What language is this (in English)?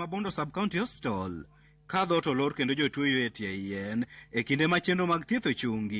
Luo (Kenya and Tanzania)